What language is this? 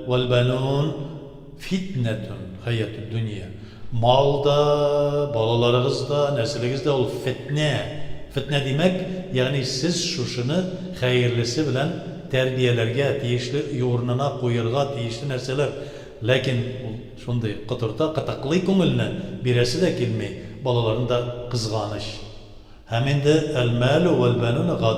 Tatar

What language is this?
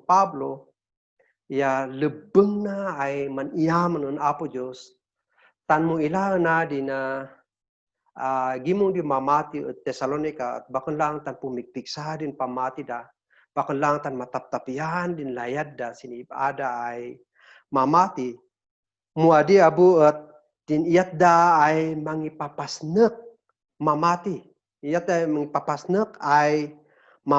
Kankanaey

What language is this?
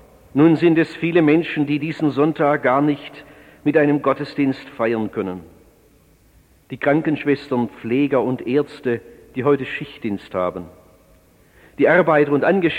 German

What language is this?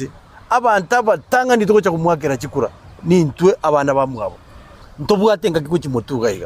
Gusii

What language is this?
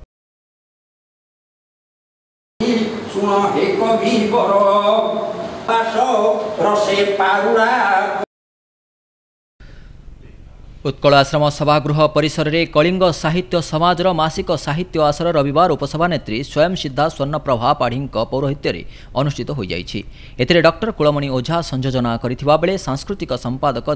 Odia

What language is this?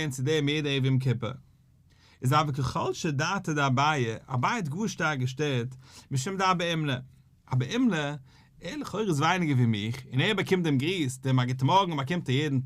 Yiddish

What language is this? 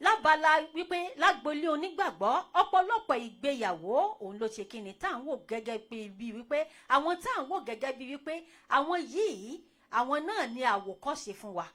Yoruba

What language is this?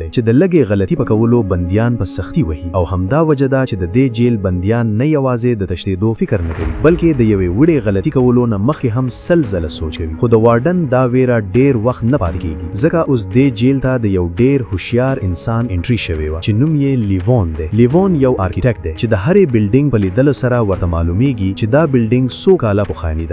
Pashto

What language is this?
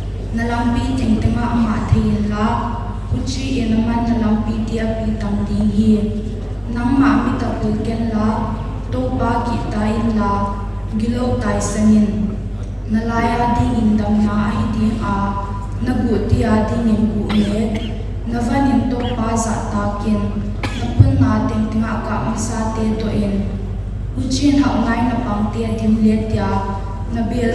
Paite Chin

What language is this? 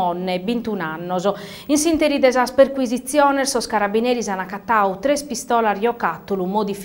Sardinian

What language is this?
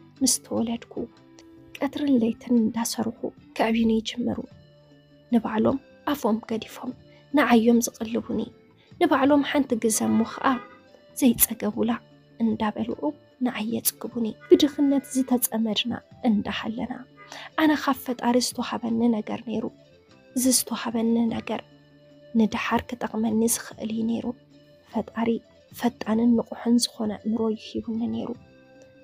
Tigrinya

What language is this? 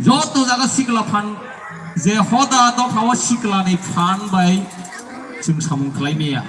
Kok Borok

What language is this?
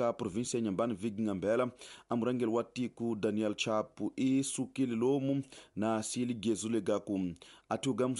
Tsonga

